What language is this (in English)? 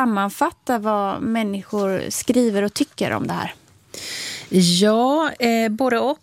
Swedish